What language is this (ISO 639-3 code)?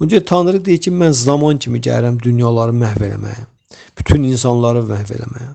aze